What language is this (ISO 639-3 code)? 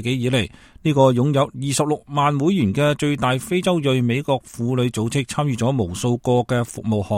yue